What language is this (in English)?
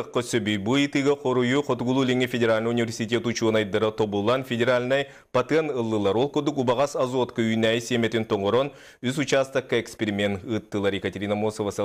Yakut